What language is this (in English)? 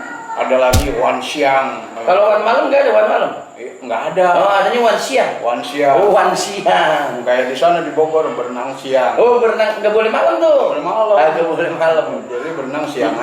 Betawi